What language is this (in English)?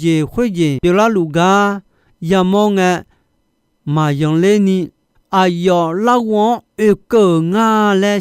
Akha